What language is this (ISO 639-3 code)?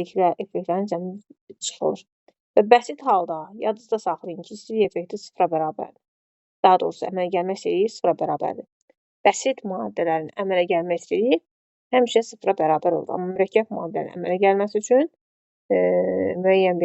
aze